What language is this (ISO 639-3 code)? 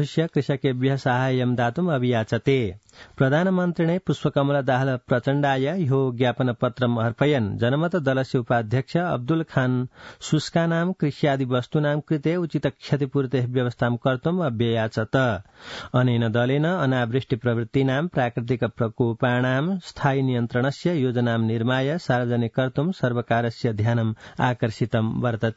san